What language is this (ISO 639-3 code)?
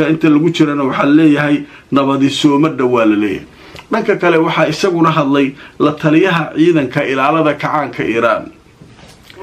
som